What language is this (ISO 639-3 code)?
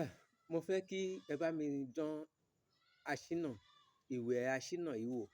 yor